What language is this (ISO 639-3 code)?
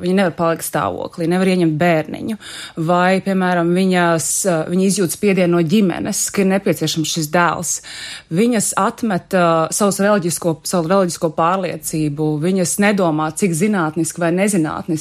lav